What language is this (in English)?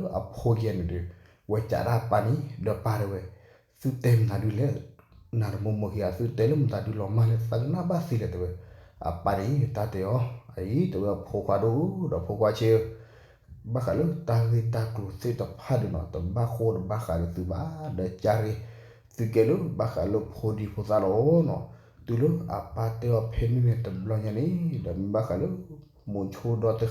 S'gaw Karen